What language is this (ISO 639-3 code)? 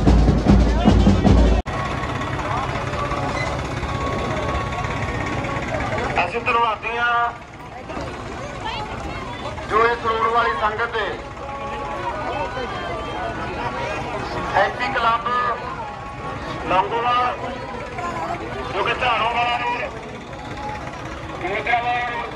pan